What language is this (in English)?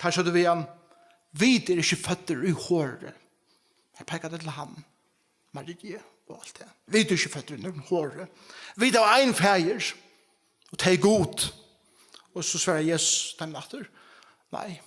Faroese